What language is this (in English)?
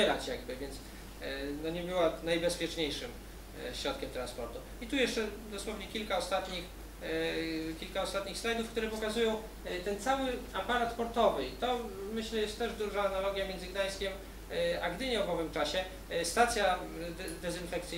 Polish